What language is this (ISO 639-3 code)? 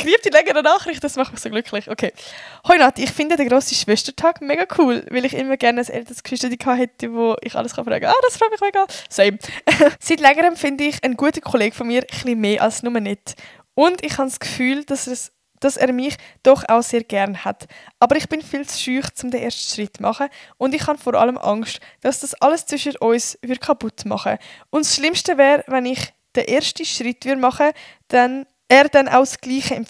gsw